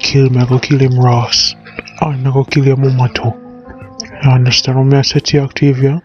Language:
Jamaican Creole English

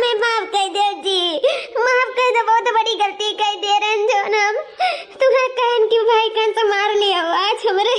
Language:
Awadhi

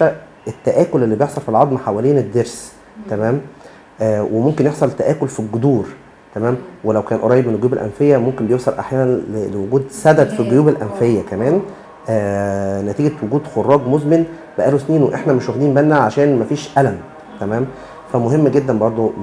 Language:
Egyptian Arabic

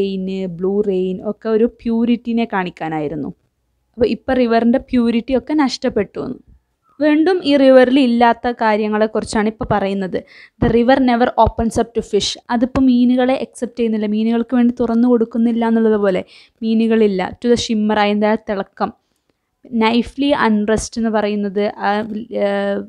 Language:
Malayalam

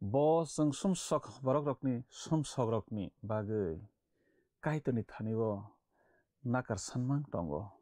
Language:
Kok Borok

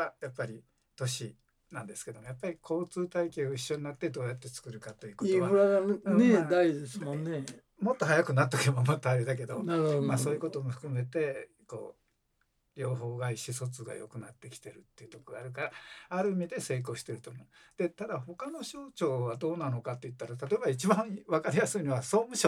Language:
Japanese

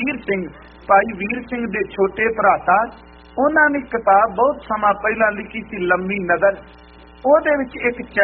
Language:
Punjabi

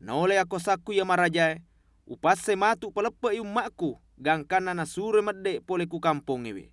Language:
Buginese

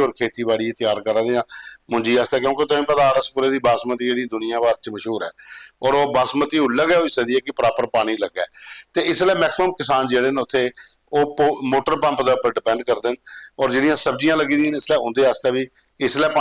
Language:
Dogri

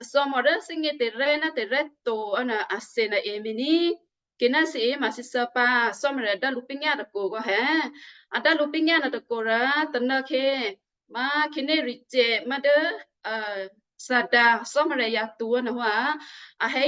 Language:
Western Kayah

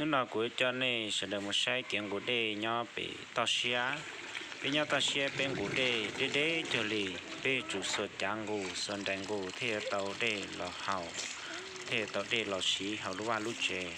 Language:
Hmong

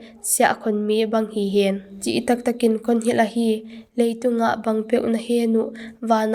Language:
Paite Chin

